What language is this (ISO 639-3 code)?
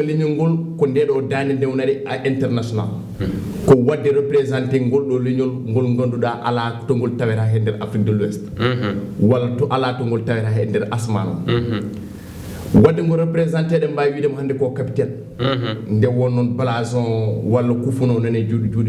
ful